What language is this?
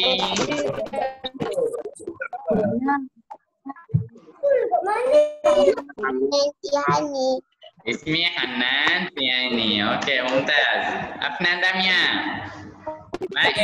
Malay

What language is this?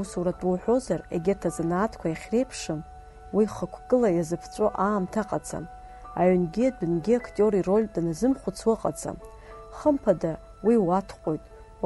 Abkhazian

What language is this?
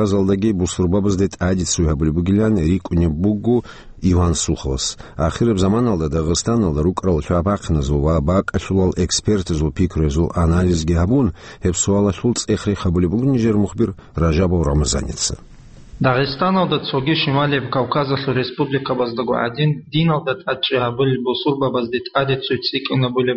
Avaric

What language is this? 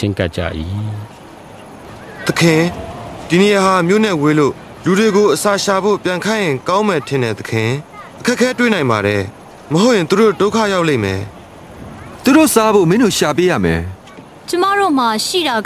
Burmese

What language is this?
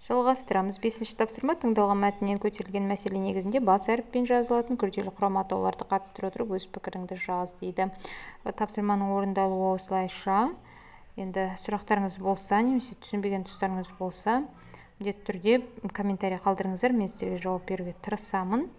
Kazakh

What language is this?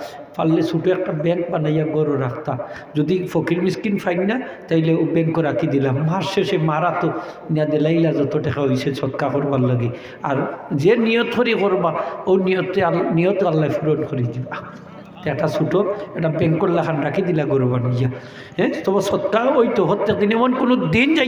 Sylheti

